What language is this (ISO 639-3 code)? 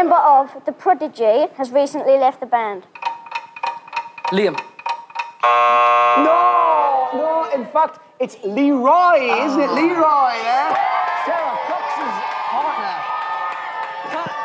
eng